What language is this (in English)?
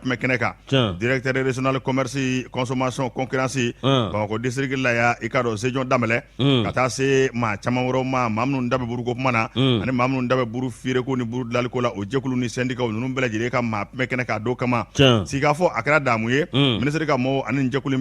Bambara